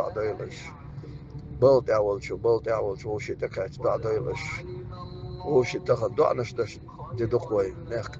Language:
Chechen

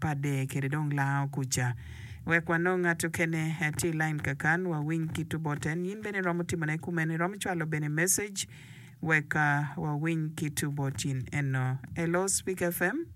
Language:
Acoli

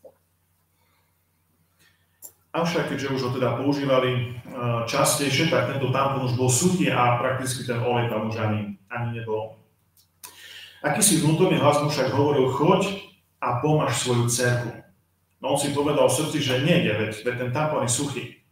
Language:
Slovak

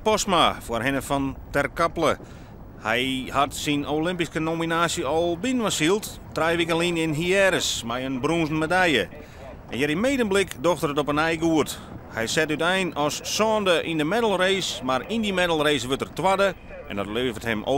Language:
Western Frisian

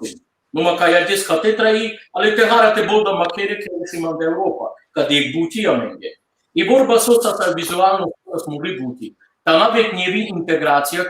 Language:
Balkan Romani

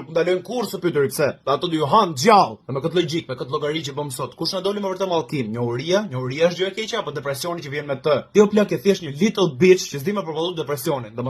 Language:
Albanian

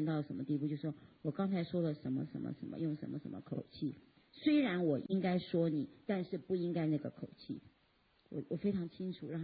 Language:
Chinese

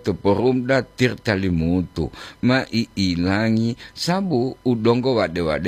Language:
Gorontalo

